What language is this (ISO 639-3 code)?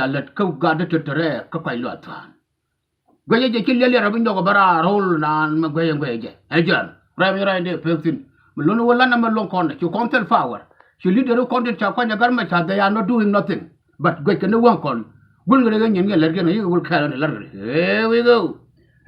nus